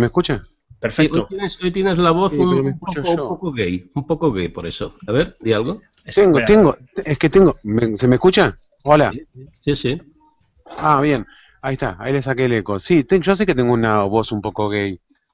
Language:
Spanish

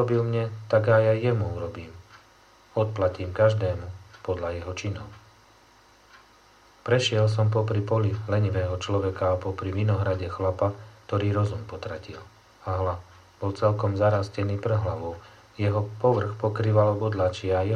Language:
Slovak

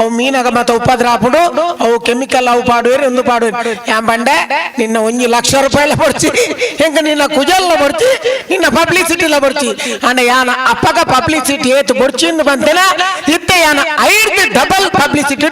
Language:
Tulu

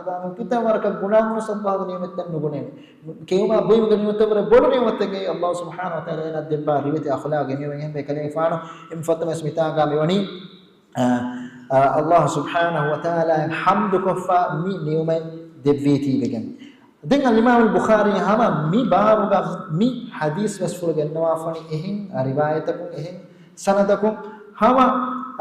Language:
Divehi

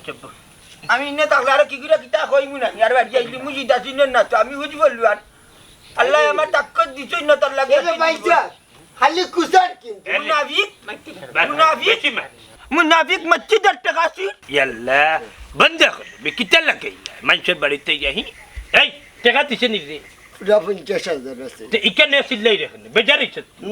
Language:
Sylheti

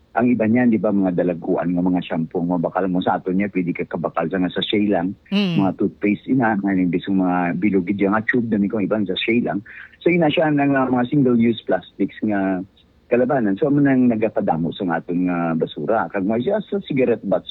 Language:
Hiligaynon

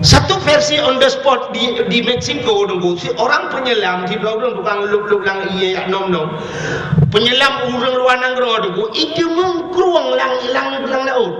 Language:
Achinese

